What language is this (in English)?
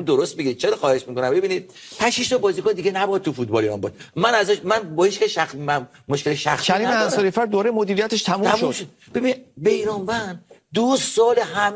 Persian